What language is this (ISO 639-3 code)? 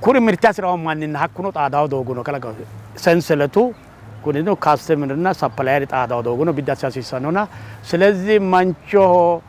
sid